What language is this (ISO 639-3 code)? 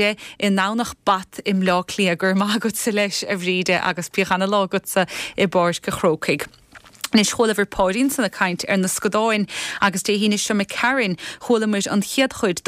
gle